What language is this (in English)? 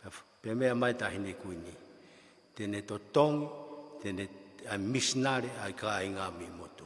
Tongan